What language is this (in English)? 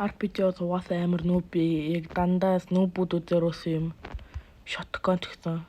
Mongolian